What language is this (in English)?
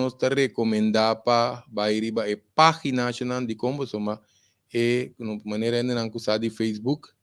Papiamento